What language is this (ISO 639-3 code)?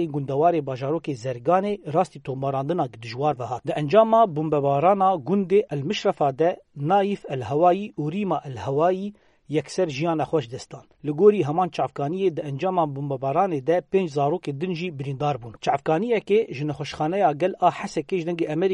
kur